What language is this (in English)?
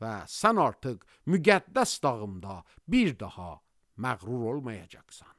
Azerbaijani